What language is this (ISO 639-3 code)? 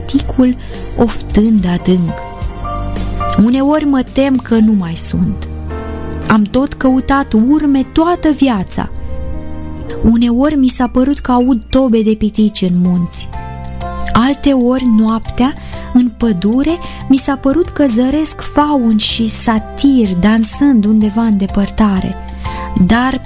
ron